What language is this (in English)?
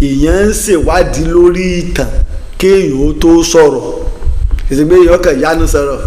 Yoruba